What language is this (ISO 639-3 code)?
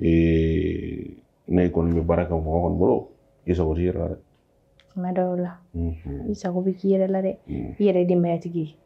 bam